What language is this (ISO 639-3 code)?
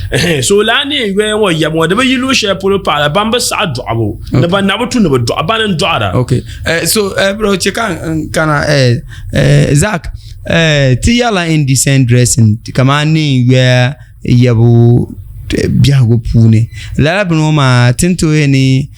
dag